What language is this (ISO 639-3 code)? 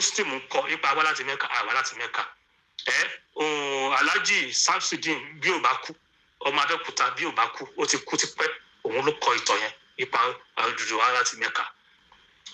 yor